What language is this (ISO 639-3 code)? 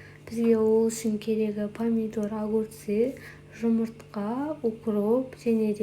kaz